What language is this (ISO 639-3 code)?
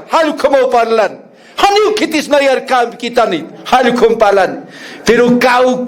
aym